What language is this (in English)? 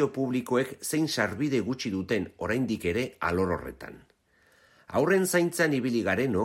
Basque